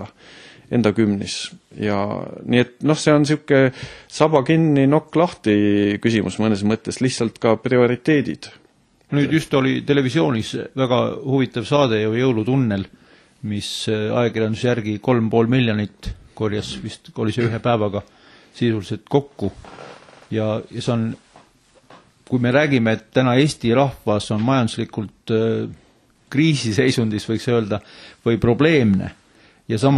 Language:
Estonian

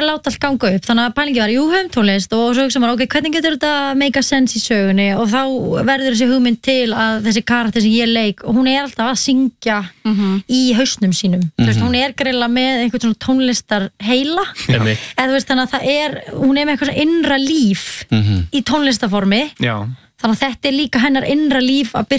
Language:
Icelandic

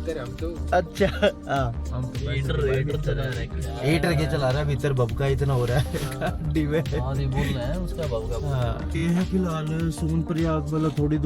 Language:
Haryanvi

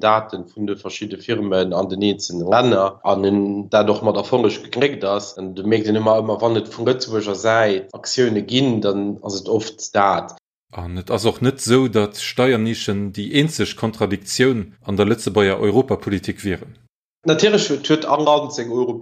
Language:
Luxembourgish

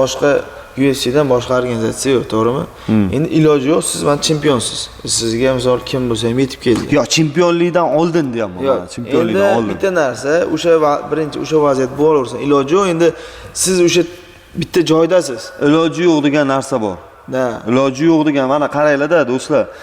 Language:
Uzbek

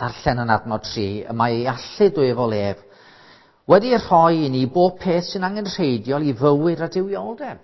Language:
Welsh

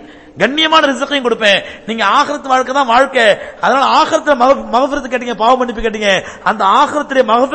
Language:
Tamil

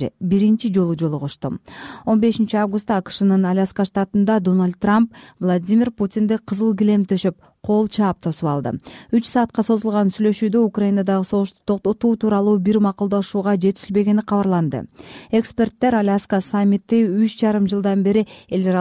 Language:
Kyrgyz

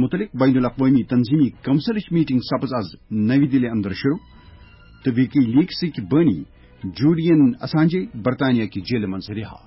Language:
Kashmiri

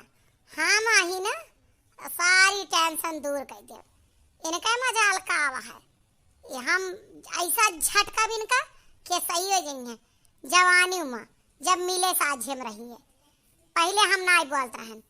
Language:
Awadhi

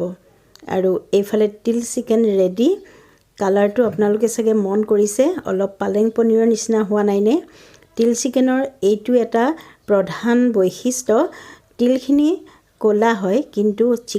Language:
Assamese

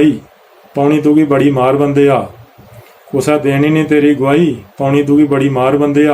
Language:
Dogri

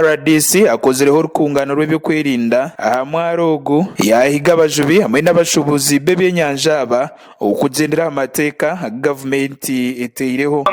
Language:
Nyankole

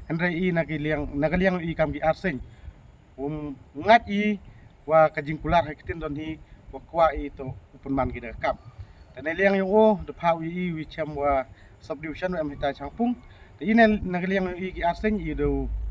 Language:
Khasi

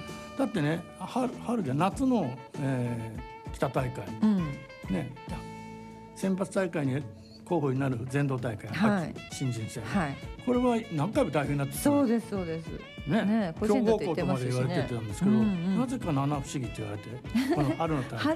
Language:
Japanese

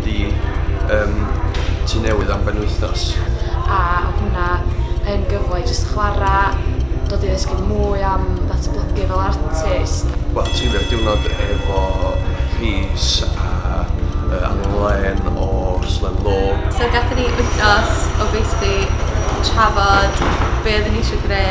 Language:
Welsh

